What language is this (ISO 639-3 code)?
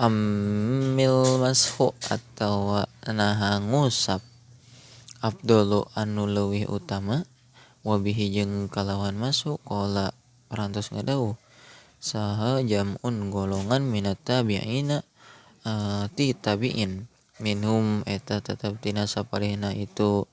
sun